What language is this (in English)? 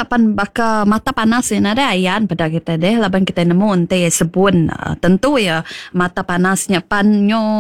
Iban